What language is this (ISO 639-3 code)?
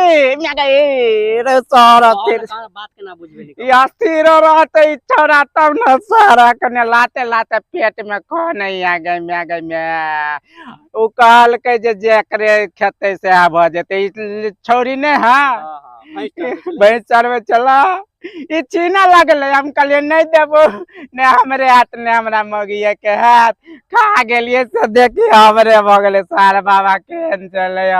mai